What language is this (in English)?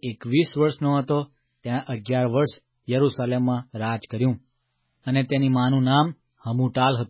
Gujarati